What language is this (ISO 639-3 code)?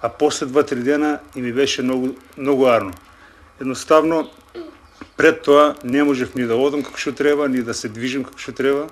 mkd